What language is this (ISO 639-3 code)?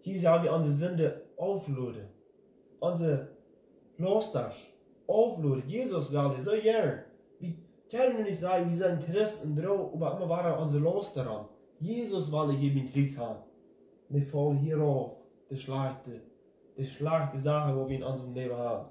pdt